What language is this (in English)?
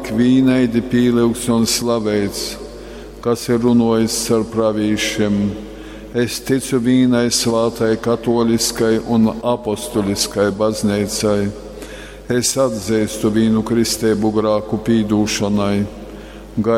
Latgalian